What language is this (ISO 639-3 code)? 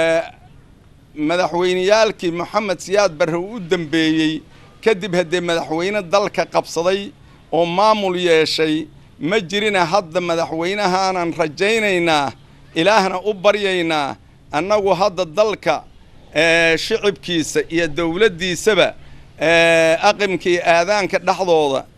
som